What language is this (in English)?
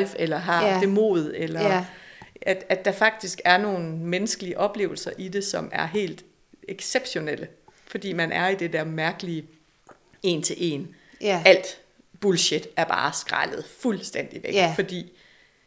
Danish